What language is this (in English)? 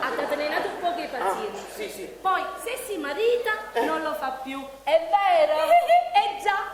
Neapolitan